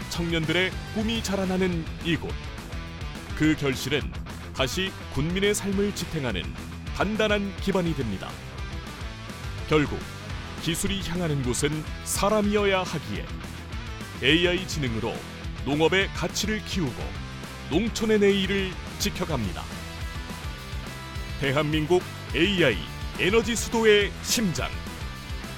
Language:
Korean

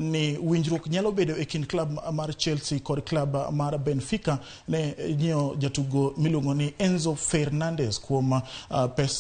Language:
Luo (Kenya and Tanzania)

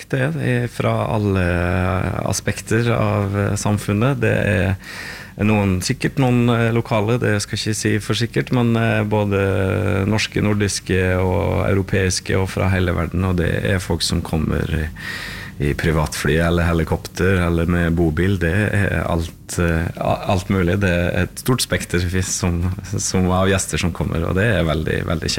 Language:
Norwegian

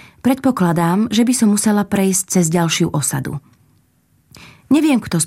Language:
Slovak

